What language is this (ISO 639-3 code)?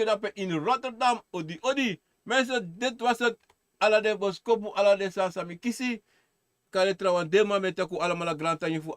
srn